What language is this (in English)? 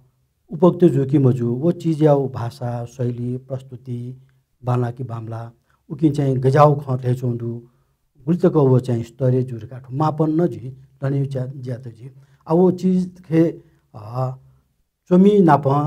Newari